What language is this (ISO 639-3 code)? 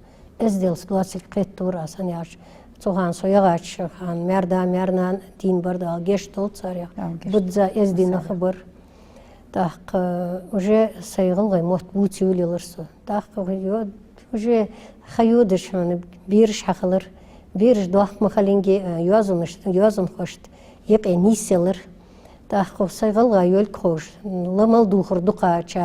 inh